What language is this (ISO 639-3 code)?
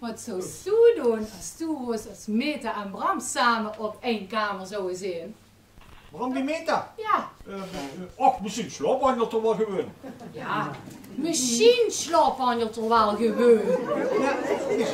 lim